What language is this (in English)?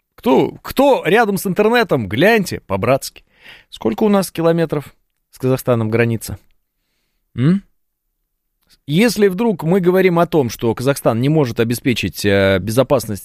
Russian